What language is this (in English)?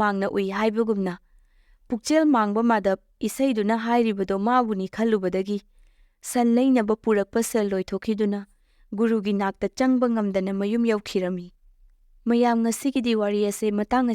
Manipuri